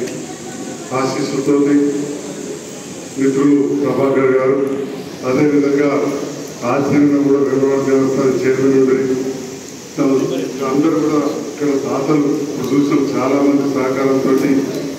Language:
Telugu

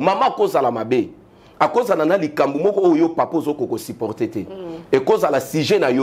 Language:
Lingala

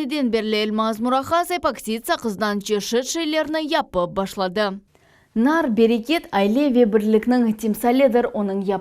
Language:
Crimean Tatar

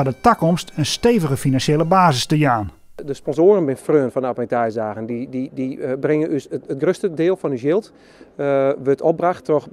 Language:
Western Frisian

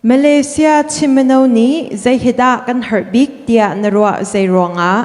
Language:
Hakha Chin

